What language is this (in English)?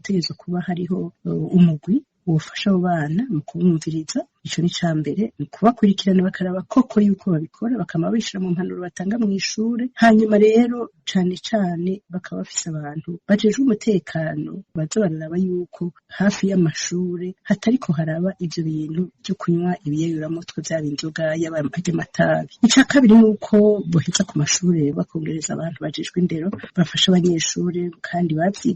Rundi